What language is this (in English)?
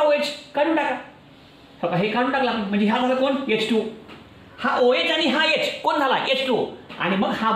Marathi